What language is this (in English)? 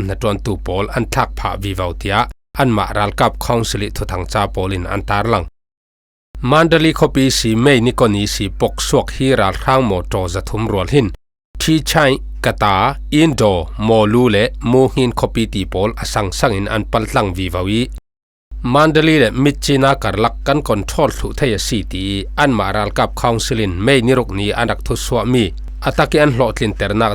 Falam Chin